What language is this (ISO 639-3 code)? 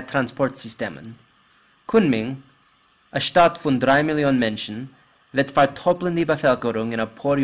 yid